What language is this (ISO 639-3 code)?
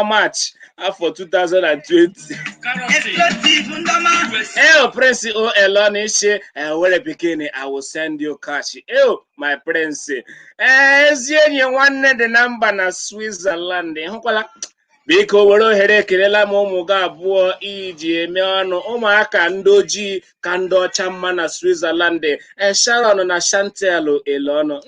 ibo